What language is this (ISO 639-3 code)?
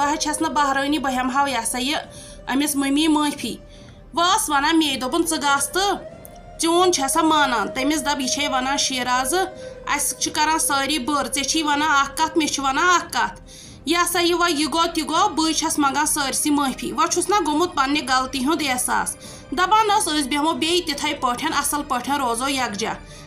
kas